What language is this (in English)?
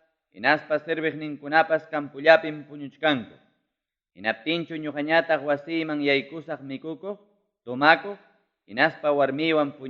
Ayacucho Quechua